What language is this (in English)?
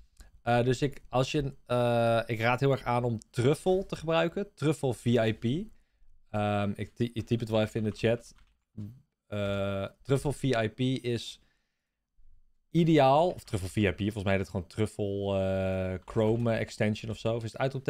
Dutch